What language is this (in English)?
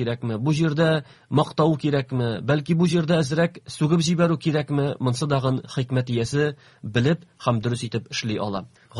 Tatar